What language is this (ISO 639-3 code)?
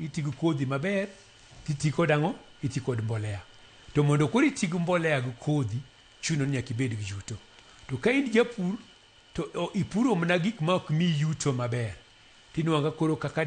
luo